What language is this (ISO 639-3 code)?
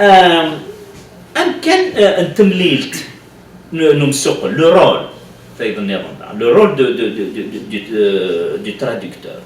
kab